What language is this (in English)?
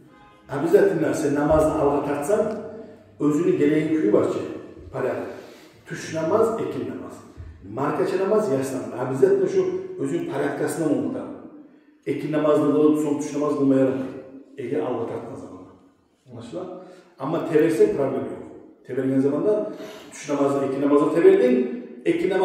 Kumyk